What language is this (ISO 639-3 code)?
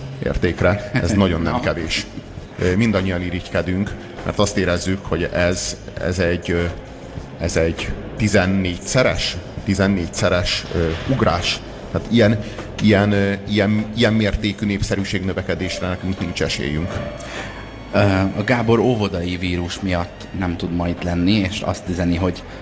hun